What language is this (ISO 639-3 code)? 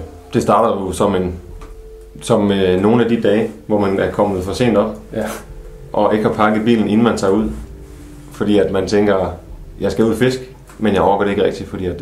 dan